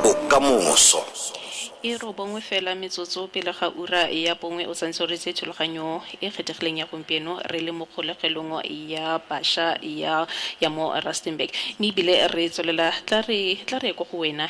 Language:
Tswana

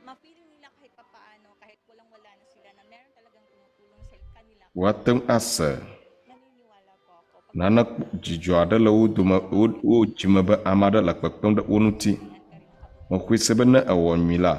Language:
Ewe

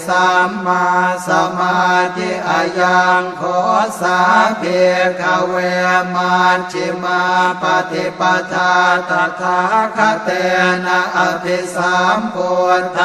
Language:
Pali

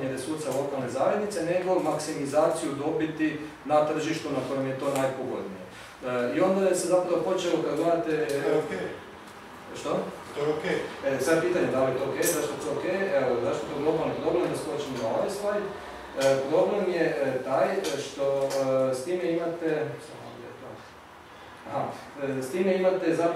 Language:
Croatian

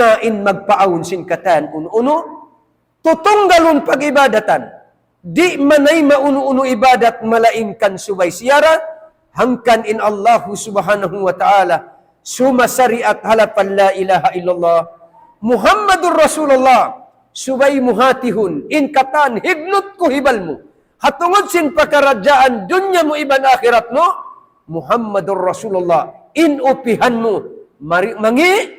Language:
Tausug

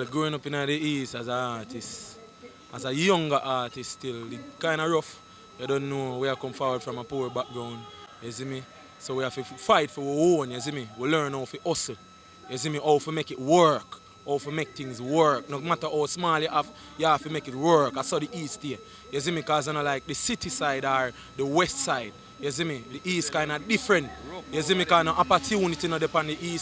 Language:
Jamaican Creole English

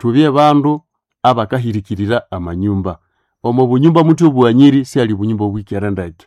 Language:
Nande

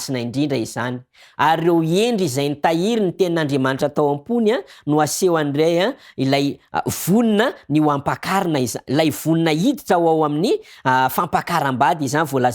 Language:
Malagasy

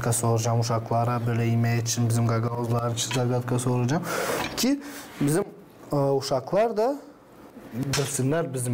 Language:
Gagauz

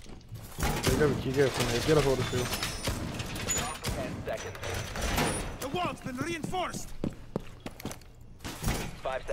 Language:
Danish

